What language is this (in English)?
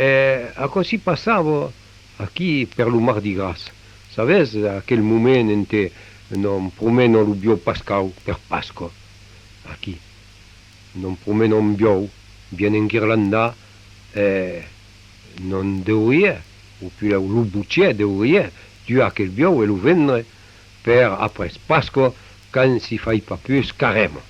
Occitan